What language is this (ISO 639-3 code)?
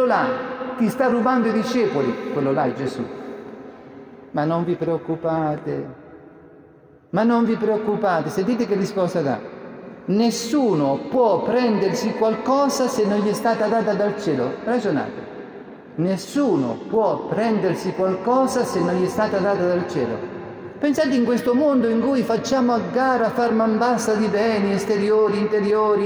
ita